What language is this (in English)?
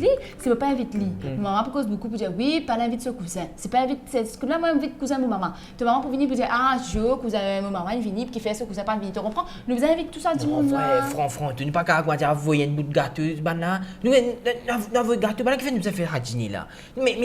Morisyen